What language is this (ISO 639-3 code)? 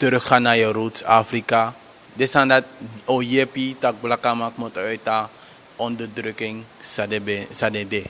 srn